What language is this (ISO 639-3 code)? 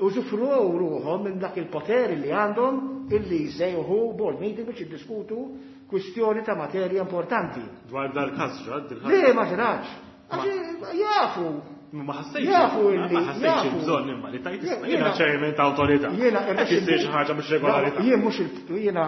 mlt